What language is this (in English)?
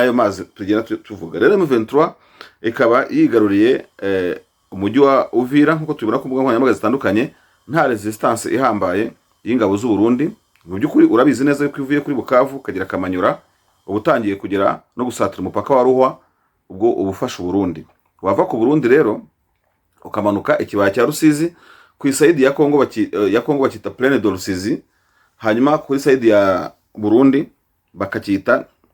Kinyarwanda